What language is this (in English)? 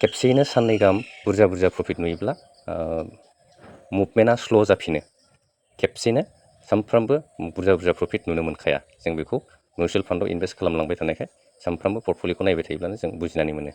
Bodo